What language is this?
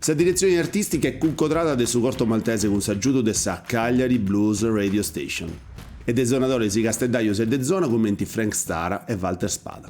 Sardinian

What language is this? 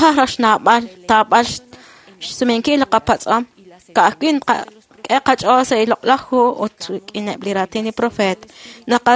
Kekchí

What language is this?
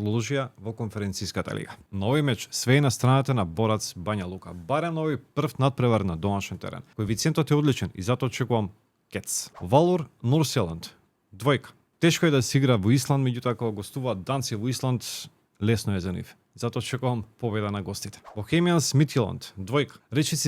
Macedonian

